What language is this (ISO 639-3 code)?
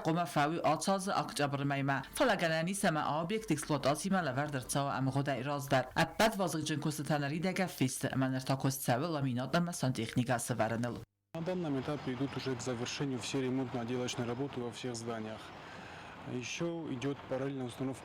oss